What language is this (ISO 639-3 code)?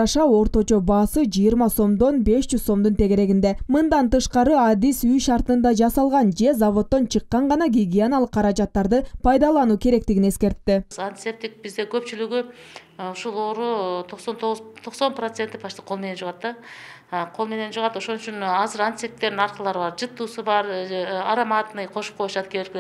kir